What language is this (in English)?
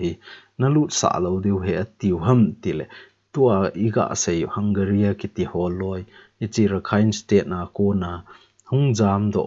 Thado Chin